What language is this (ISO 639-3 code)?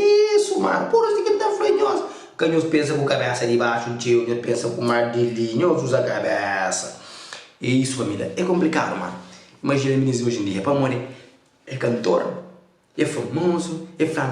kea